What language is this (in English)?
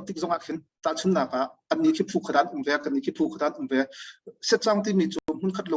Hakha Chin